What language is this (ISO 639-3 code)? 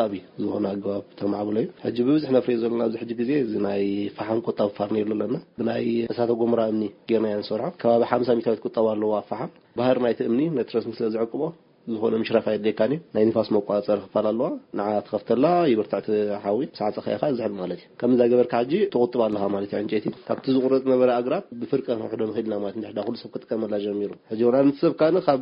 tir